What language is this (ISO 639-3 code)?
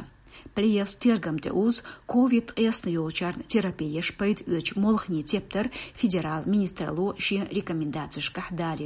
che